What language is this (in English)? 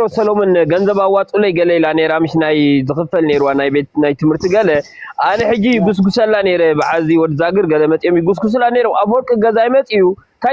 Tigrinya